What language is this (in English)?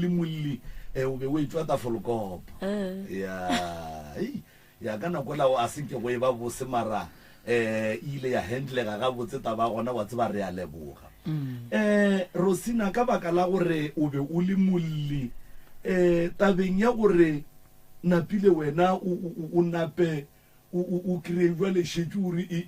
Northern Sotho